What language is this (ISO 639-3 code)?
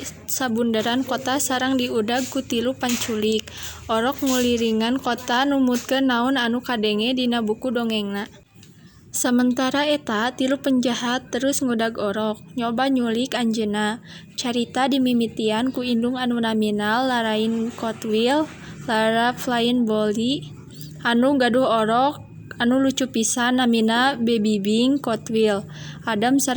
sun